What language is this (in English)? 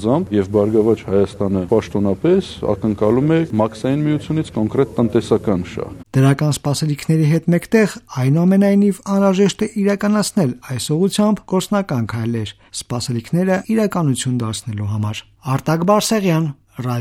Armenian